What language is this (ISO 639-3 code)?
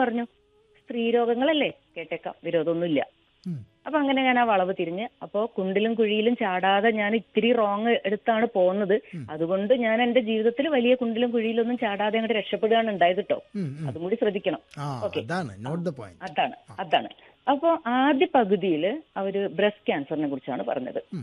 mal